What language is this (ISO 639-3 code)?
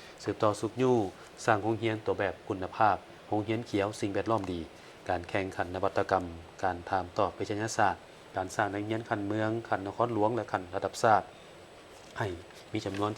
lao